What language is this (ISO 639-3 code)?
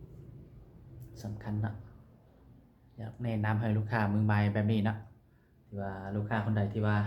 lao